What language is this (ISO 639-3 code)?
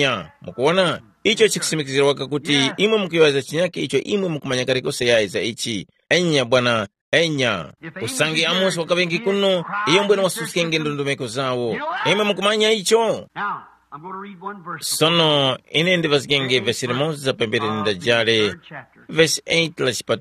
tum